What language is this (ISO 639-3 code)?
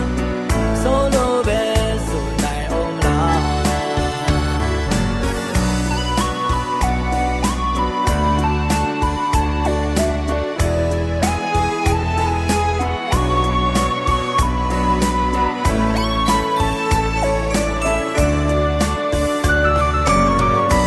mya